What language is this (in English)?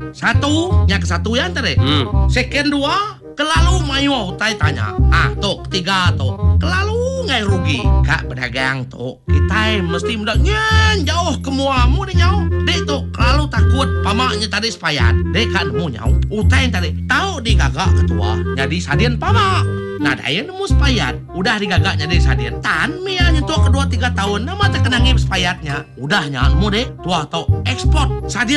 Iban